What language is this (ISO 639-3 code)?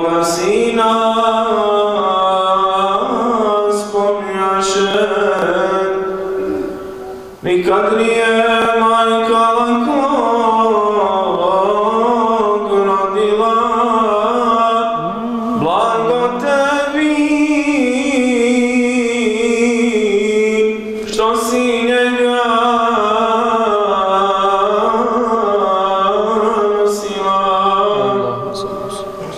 bos